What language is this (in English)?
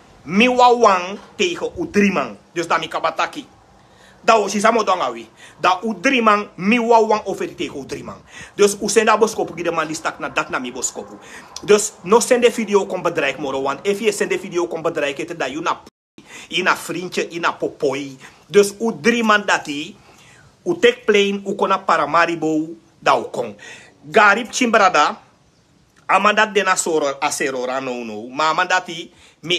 Sranan Tongo